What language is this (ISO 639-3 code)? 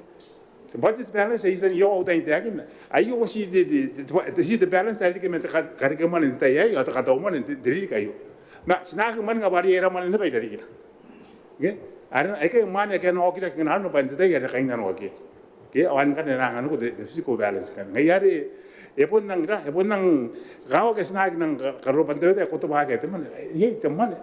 gil